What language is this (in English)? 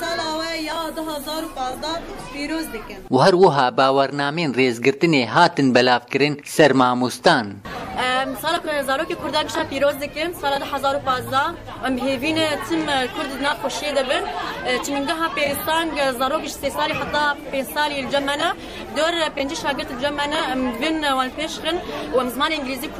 Kurdish